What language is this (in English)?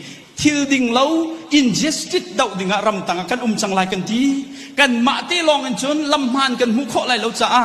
Hakha Chin